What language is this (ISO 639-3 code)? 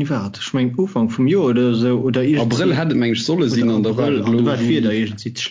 ltz